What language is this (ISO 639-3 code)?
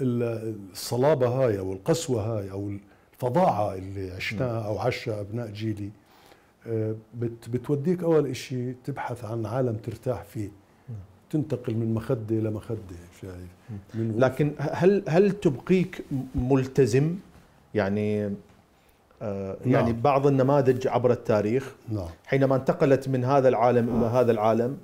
acm